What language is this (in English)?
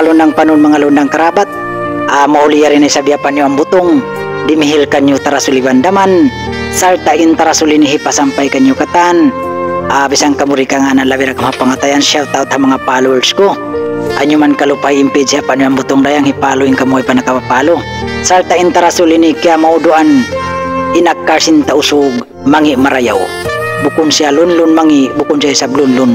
Tausug